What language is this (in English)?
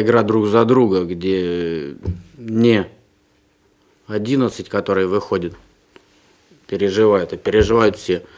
Russian